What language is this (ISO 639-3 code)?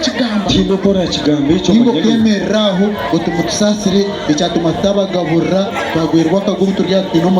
nyn